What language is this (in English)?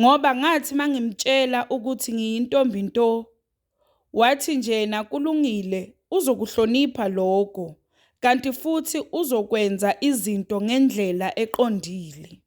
Zulu